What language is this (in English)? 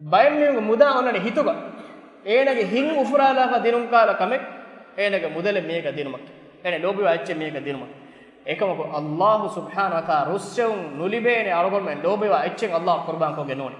Divehi